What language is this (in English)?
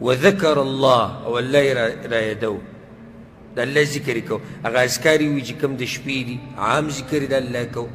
Pashto